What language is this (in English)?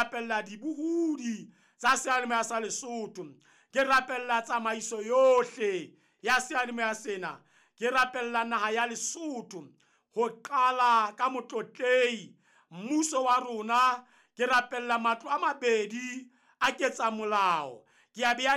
Southern Sotho